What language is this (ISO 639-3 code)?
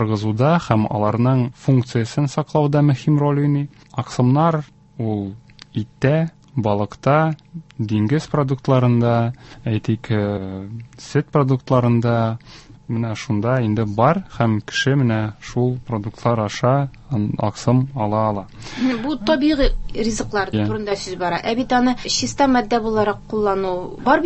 tat